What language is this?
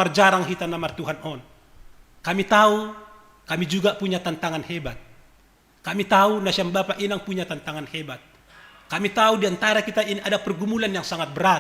Batak Simalungun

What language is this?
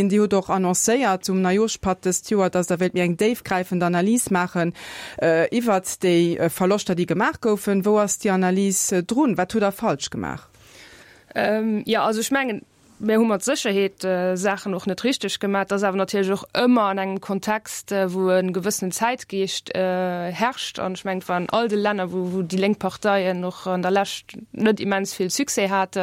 Luxembourgish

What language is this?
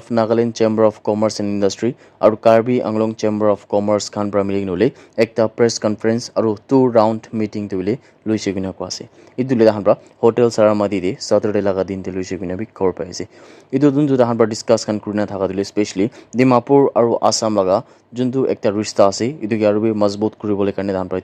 Naga Pidgin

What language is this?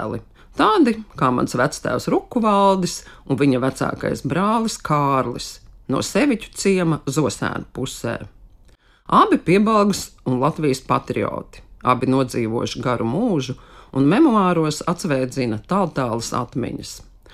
Latvian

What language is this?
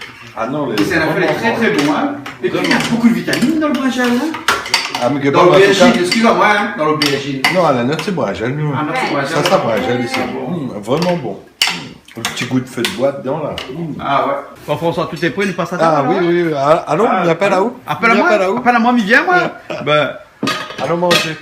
Réunion Creole French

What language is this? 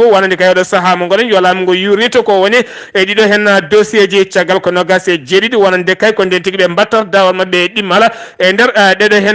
Fula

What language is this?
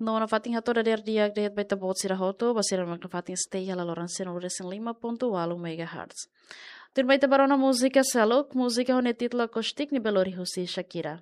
Tetum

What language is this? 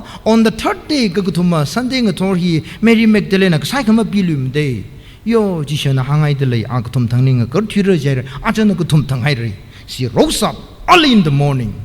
Tangkhul Naga (India)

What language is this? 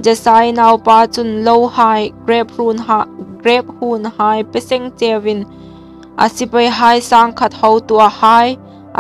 Hmar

